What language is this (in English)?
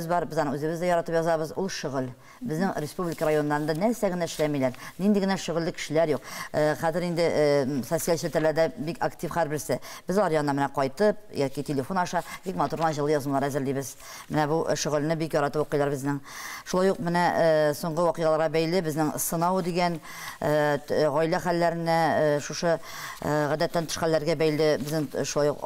Tatar